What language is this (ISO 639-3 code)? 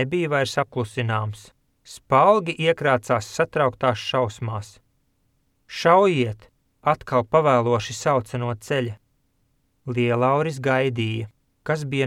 lav